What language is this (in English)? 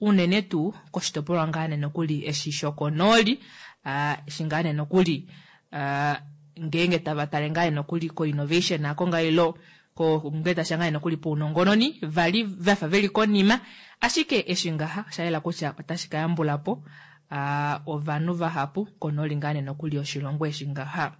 Kuanyama